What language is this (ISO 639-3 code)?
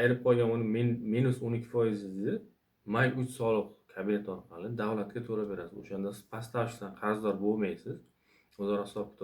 uzb